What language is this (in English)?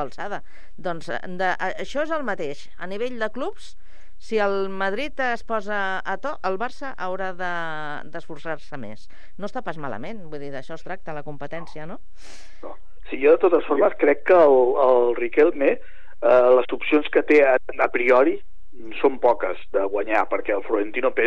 Catalan